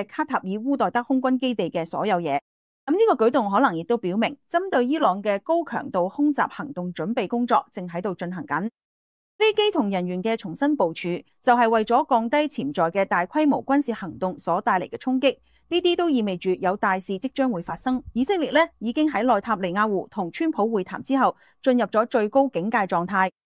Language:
Cantonese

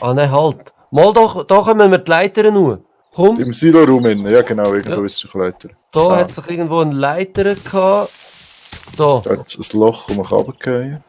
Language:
Swiss German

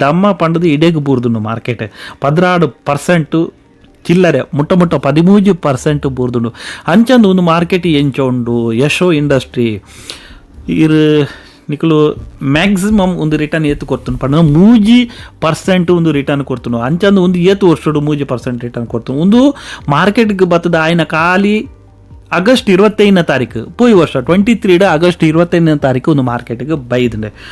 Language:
Tulu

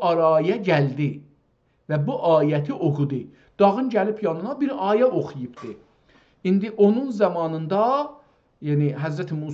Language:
South Azerbaijani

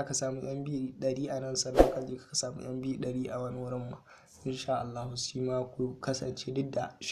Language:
Hausa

